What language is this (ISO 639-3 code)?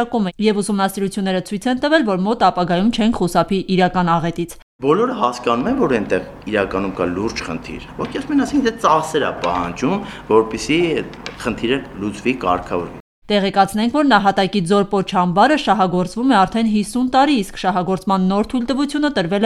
hye